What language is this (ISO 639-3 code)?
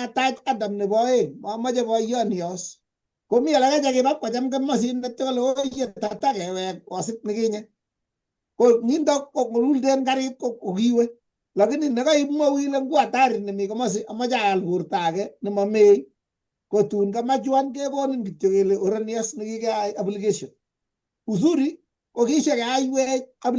kln